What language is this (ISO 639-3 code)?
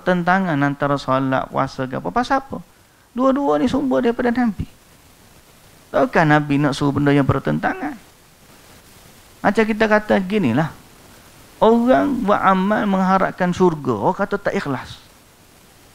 msa